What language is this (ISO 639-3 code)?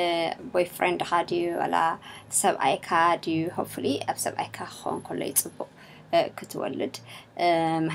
tir